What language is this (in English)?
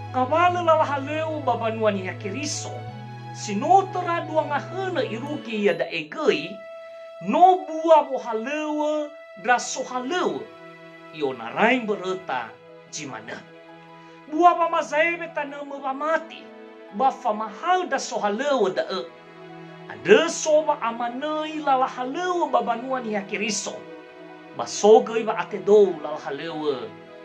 Nias